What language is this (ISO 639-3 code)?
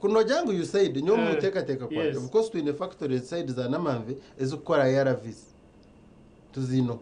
nyn